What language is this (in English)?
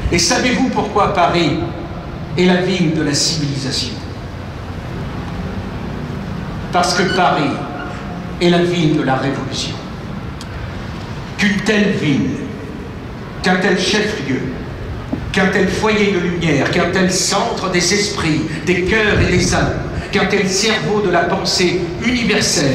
French